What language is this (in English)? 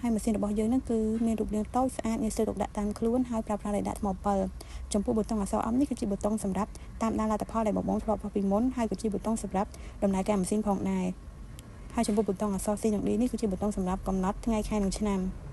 Khmer